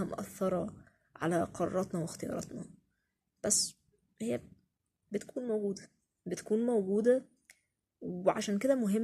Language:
Egyptian Arabic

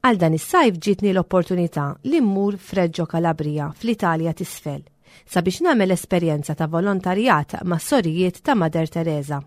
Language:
Maltese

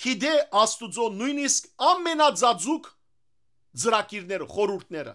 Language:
Western Armenian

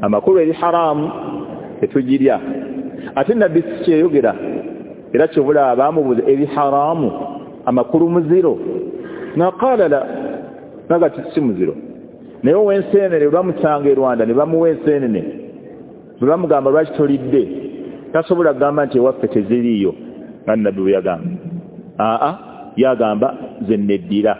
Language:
Ganda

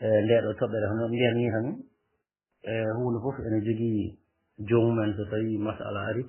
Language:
Fula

